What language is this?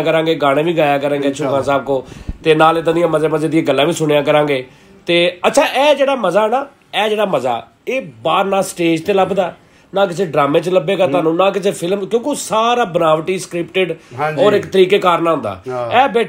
Punjabi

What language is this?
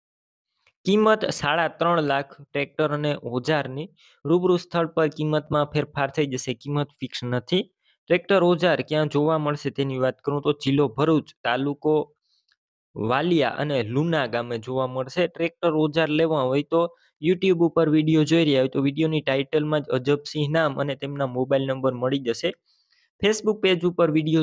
Gujarati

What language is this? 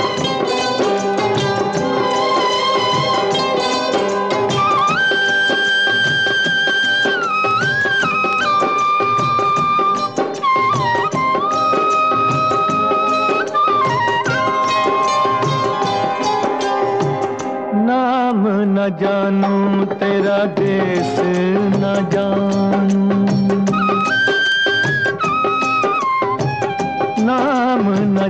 Hindi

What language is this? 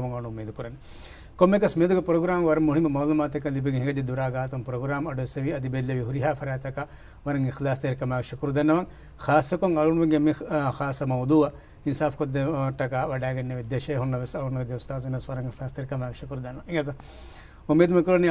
Divehi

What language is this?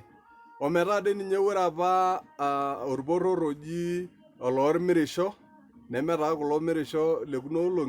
Masai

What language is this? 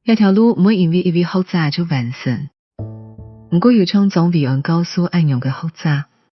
Hakka Chinese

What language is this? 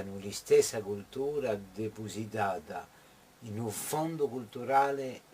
Corsican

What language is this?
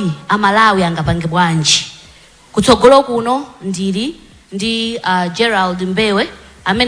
Nyanja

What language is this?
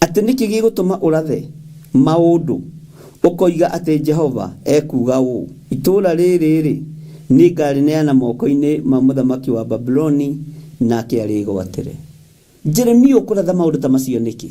Kikuyu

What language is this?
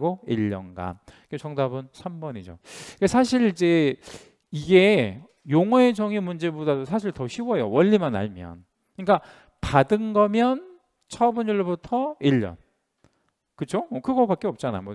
Korean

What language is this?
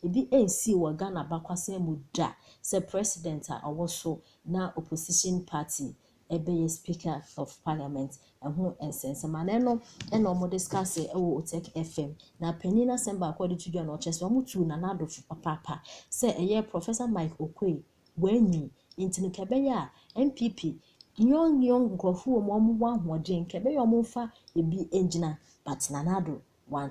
Akan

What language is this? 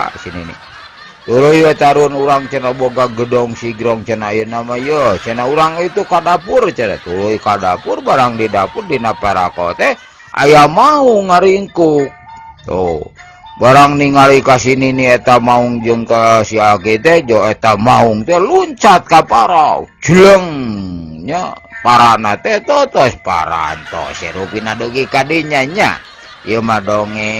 Sundanese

